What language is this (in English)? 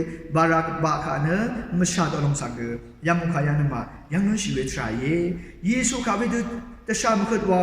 Rawang